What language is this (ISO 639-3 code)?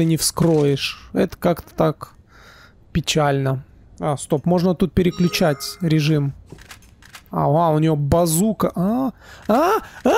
rus